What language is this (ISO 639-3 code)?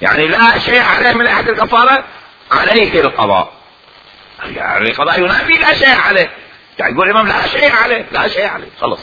acm